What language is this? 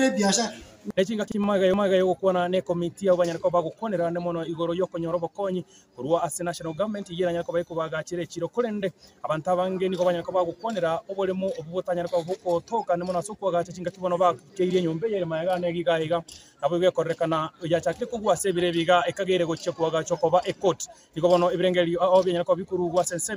Gusii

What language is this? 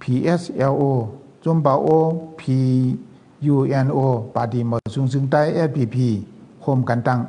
Shan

